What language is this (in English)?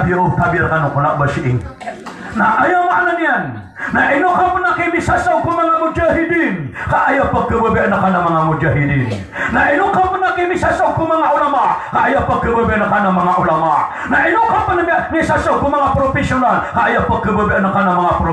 Maranao